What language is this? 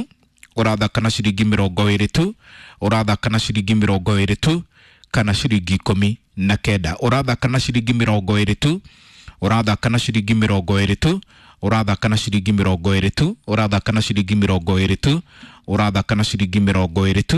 Kikuyu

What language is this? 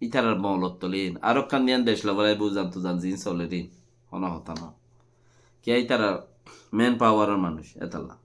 Rohingya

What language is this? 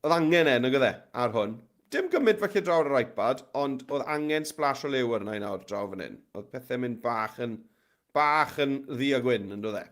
Welsh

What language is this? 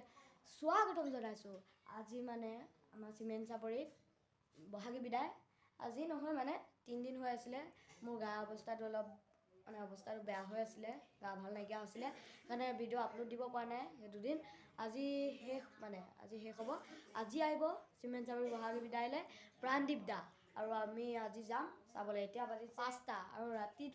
Assamese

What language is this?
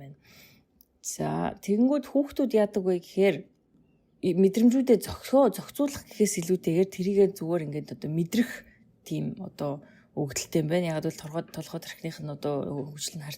Mongolian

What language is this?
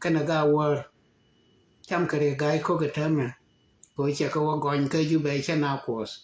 Nuer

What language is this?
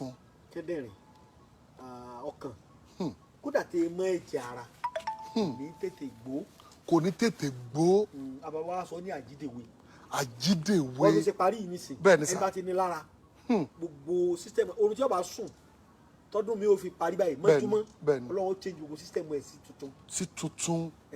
Yoruba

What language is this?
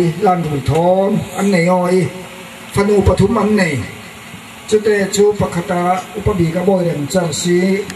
Falam Chin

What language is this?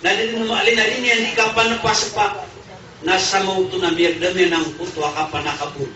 Maranao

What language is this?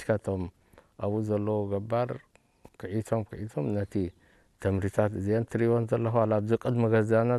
Tigrinya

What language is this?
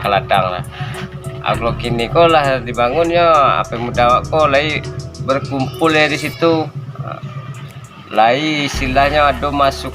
Minangkabau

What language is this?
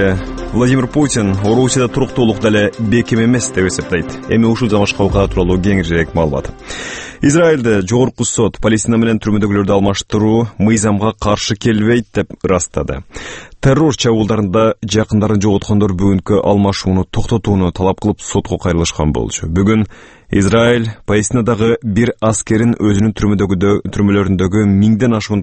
Kyrgyz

